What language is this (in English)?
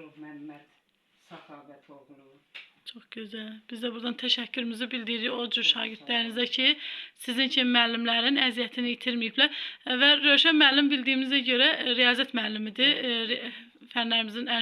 Azerbaijani